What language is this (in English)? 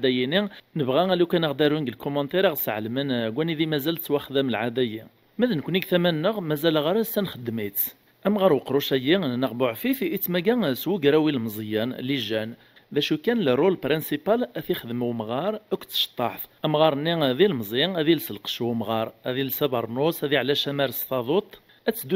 Kabyle